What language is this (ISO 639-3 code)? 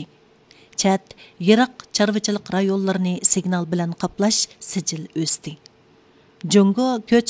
uig